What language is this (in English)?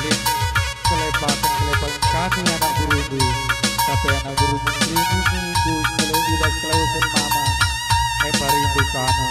Batak Karo